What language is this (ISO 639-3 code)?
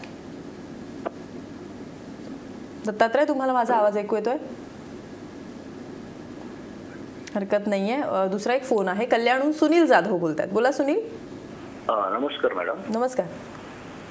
mar